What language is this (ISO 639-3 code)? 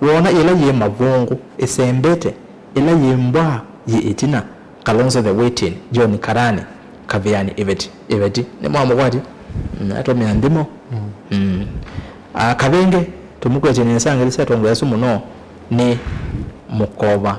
kam